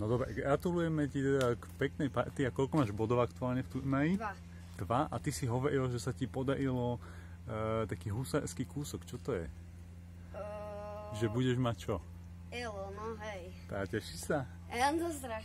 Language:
Slovak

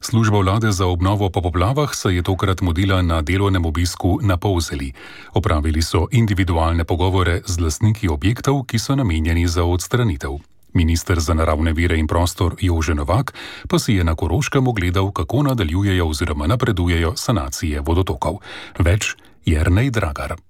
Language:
Slovenian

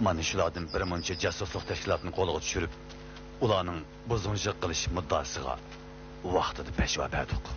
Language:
Uyghur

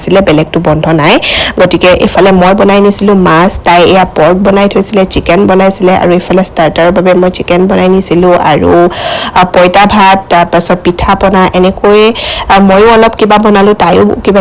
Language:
Assamese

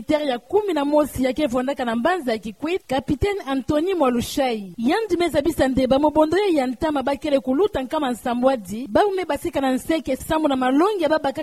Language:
Kituba (Democratic Republic of Congo)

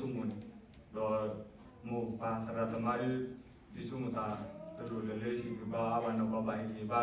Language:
S'gaw Karen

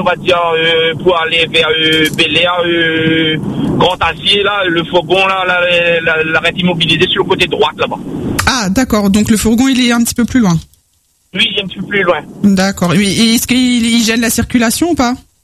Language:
French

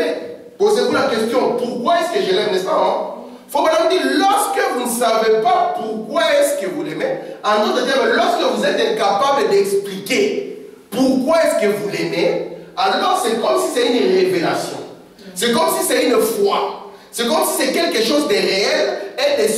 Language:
French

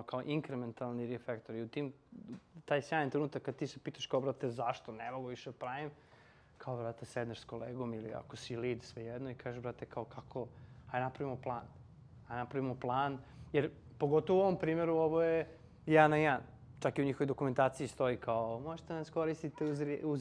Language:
Serbian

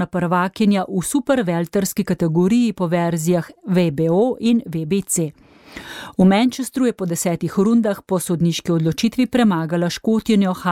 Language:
Slovenian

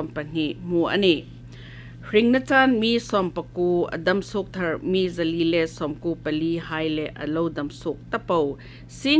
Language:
Hmar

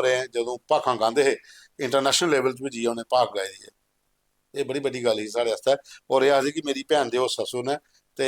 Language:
Dogri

